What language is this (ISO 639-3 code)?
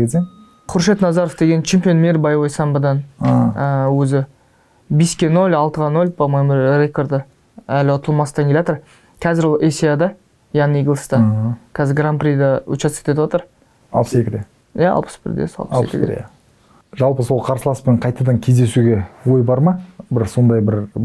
kaz